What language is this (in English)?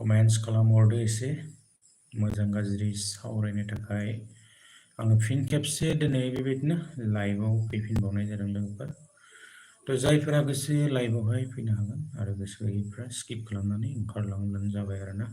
Bodo